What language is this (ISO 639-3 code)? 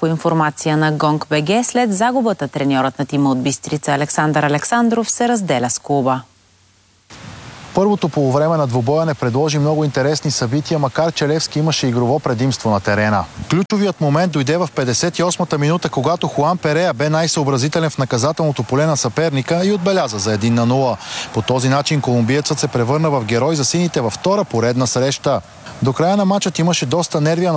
bul